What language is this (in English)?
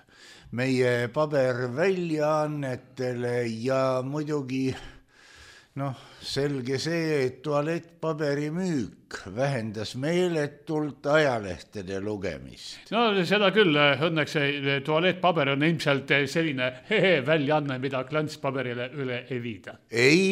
Estonian